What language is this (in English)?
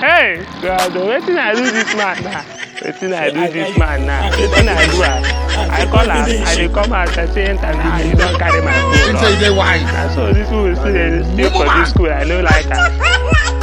Nigerian Pidgin